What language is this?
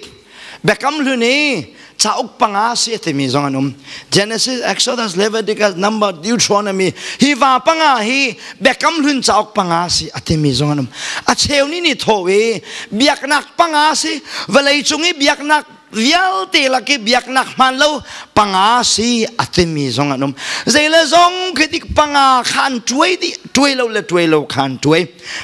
Hakha Chin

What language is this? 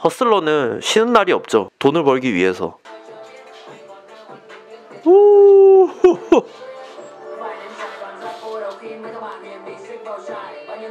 Korean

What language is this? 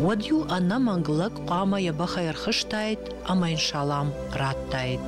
Ossetic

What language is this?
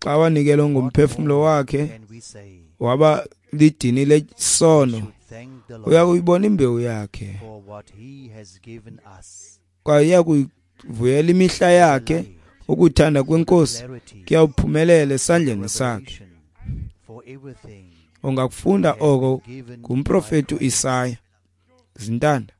Xhosa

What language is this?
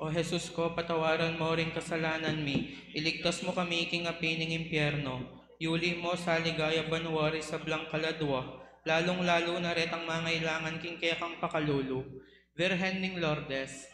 Pampanga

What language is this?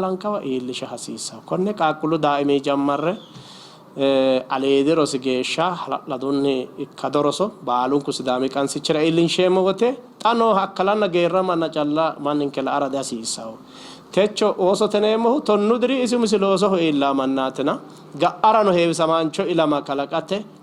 Sidamo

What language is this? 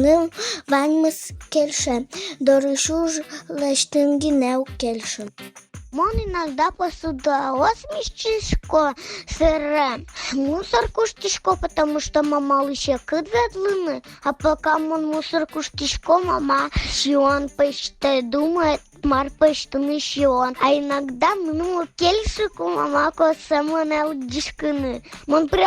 Udmurt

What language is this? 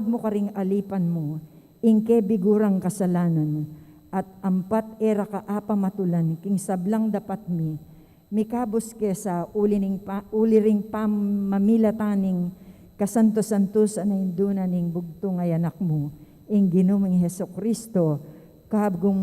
Pampanga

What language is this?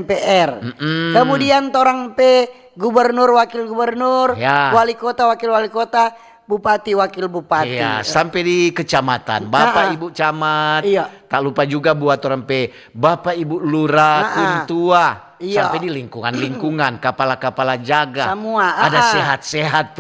Manado Malay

